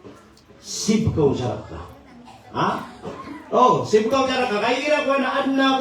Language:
Maranao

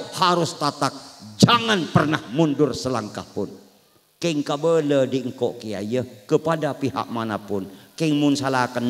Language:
Madurese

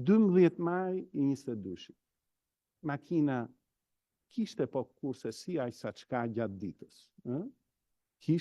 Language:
Albanian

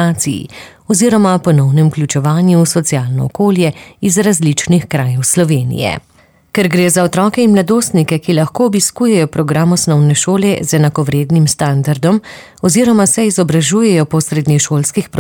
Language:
Slovenian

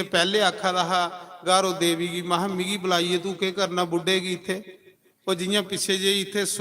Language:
Dogri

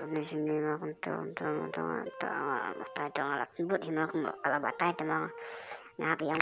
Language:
Khasi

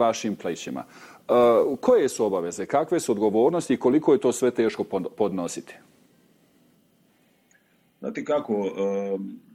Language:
Bosnian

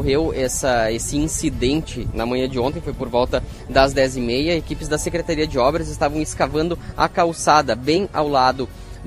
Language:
Portuguese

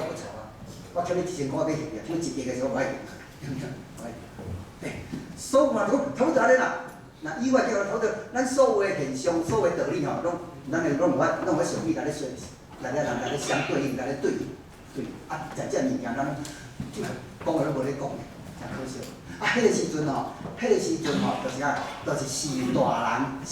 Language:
Min Nan Chinese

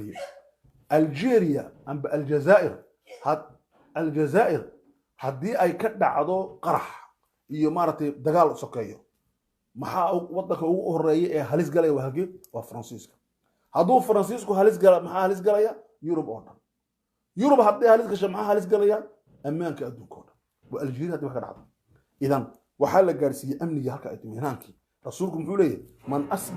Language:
Somali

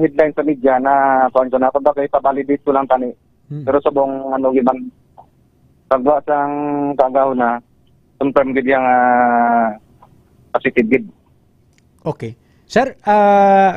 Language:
Hiligaynon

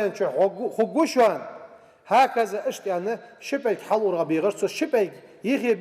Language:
Ingush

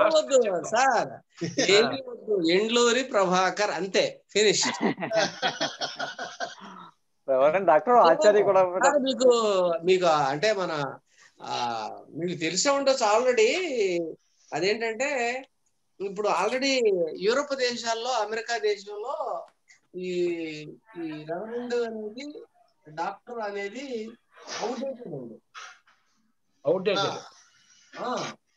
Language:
Telugu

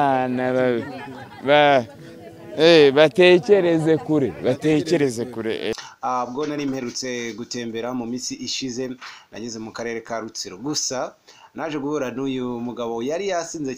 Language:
Kinyarwanda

